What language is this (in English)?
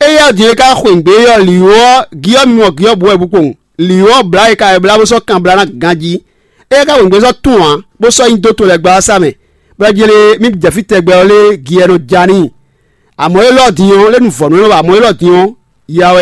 Fon